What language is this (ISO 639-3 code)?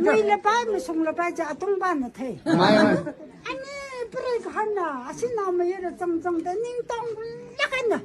nmf